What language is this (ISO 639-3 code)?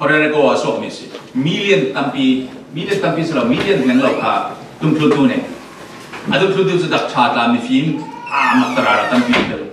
cfm